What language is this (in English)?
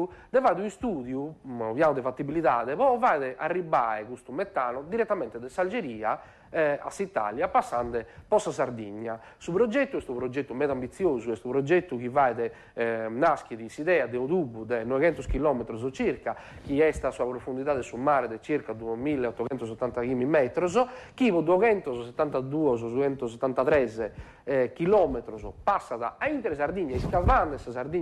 Sardinian